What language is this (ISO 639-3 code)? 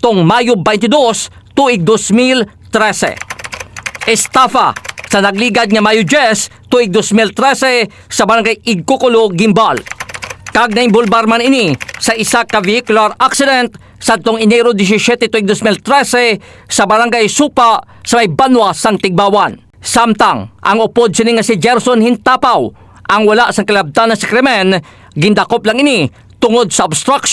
hil